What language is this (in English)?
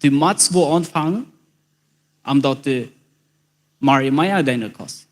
Plautdietsch